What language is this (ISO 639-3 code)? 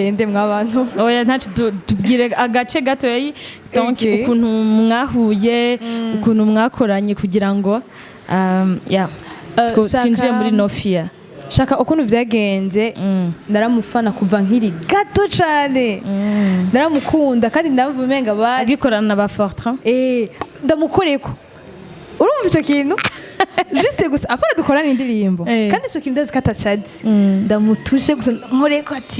run